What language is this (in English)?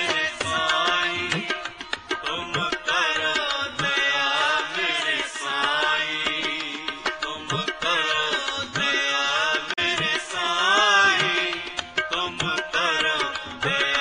Punjabi